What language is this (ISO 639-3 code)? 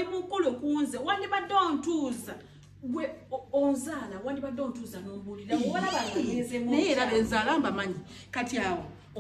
lug